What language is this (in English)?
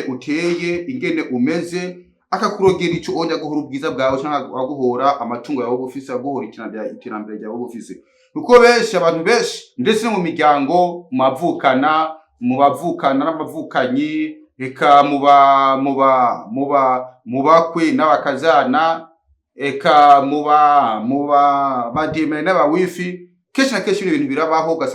Rundi